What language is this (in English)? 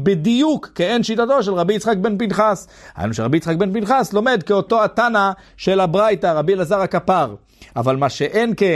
Hebrew